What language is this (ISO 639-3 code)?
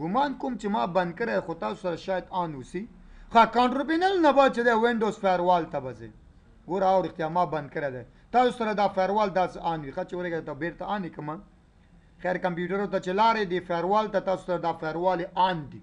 pus